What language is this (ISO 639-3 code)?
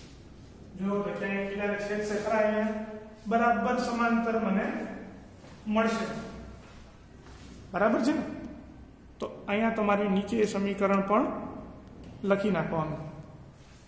guj